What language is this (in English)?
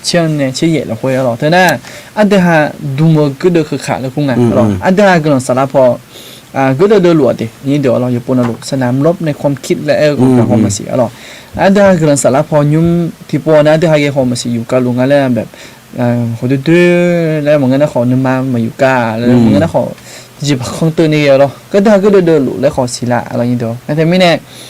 Akha